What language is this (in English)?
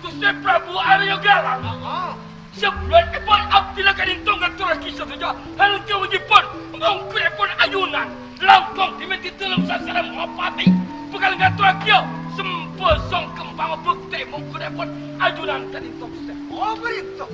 Madurese